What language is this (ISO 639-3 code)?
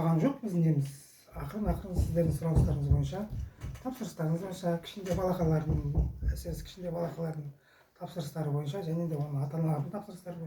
kaz